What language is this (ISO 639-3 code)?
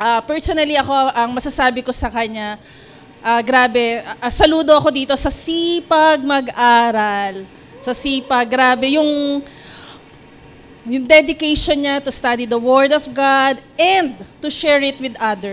fil